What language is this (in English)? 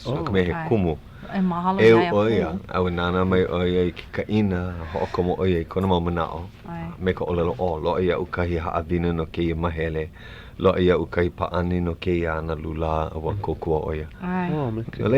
Hawaiian